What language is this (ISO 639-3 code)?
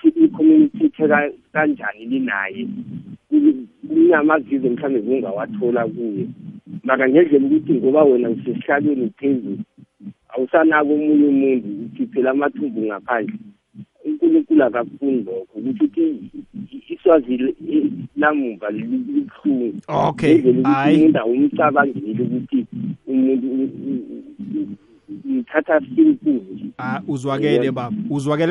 nbl